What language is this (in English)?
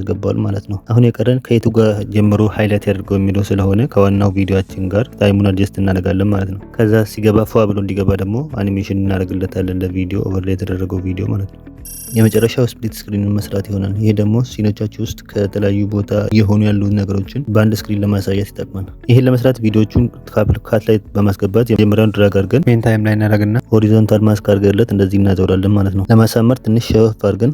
Amharic